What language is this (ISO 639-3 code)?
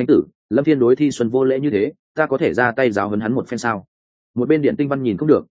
vie